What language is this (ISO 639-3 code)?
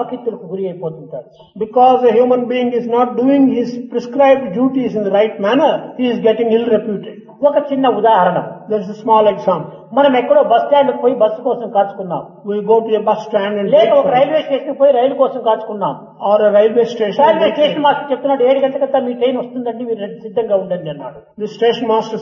tel